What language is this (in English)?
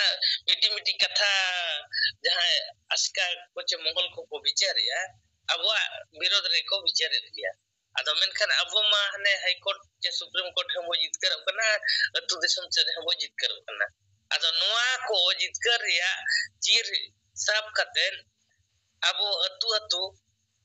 Santali